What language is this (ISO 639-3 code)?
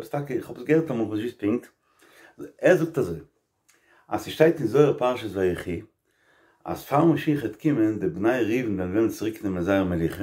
yid